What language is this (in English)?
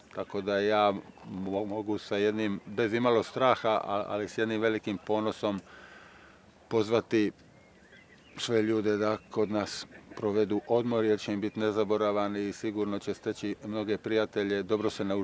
Croatian